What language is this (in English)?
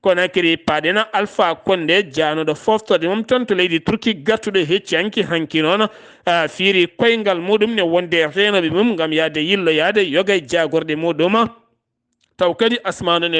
Fula